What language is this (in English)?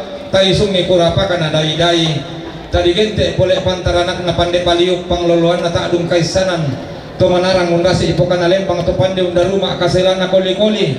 Toraja-Sa'dan